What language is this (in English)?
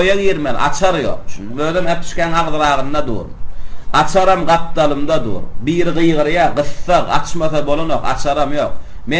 Turkmen